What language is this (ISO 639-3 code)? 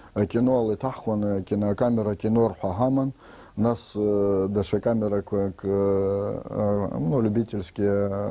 abk